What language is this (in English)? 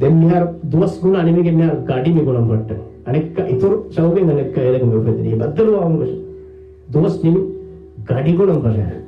Divehi